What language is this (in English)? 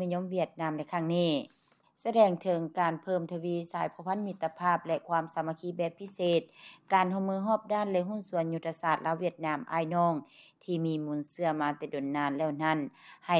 Lao